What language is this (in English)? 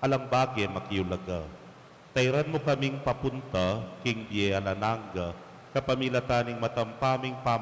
Pampanga